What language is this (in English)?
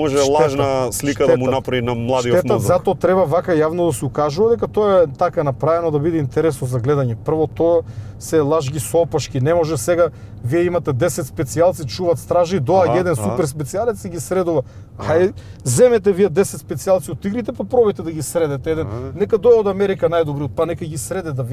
Macedonian